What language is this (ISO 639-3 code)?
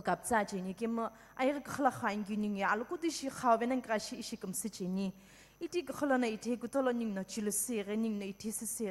nsm